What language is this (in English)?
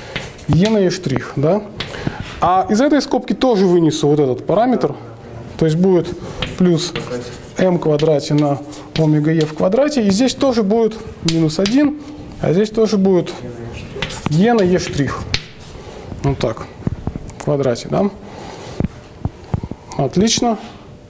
Russian